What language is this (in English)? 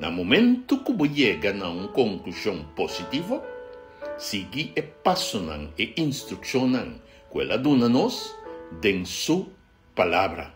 Papiamento